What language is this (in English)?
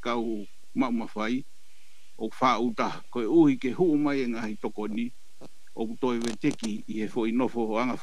Tongan